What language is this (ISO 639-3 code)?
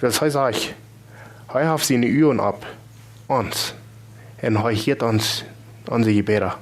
pdt